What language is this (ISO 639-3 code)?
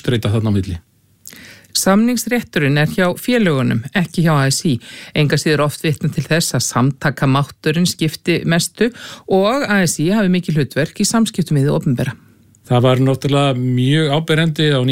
isl